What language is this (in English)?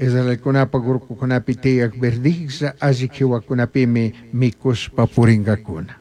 Chimborazo Highland Quichua